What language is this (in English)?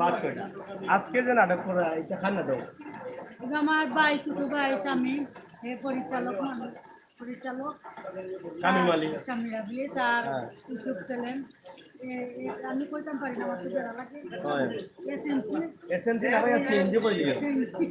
Sylheti